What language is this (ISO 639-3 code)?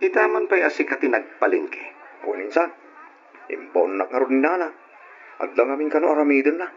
ilo